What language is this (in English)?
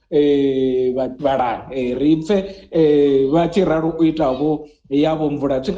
Venda